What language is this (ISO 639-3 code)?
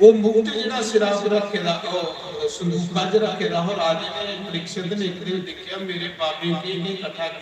doi